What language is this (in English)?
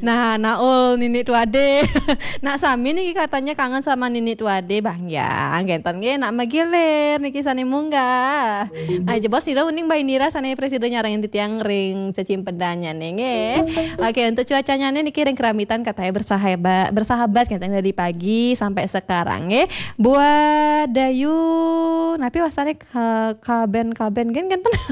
Balinese